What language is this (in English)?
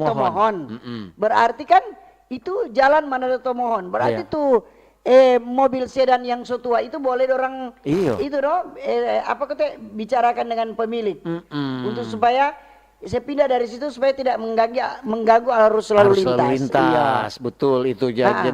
Manado Malay